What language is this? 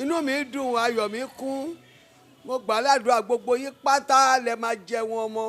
Yoruba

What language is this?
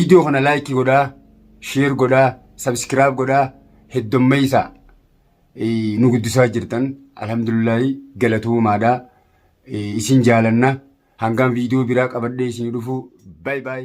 Oromo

